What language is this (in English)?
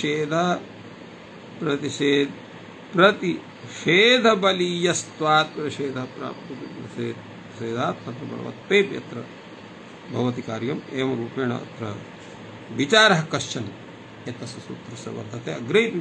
Sanskrit